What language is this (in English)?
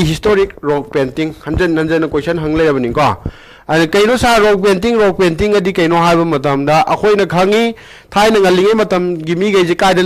Manipuri